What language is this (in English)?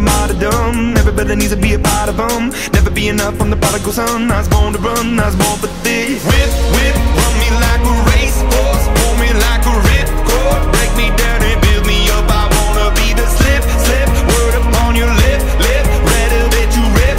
English